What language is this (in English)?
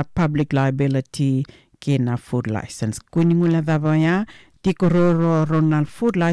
Fijian